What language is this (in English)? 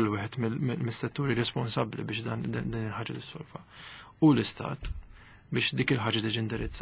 Maltese